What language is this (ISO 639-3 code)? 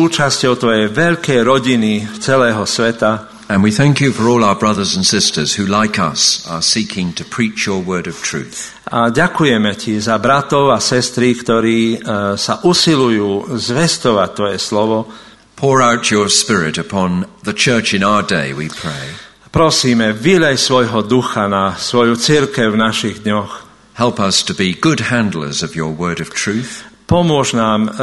slk